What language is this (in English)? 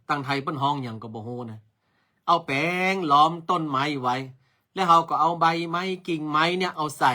Northern Thai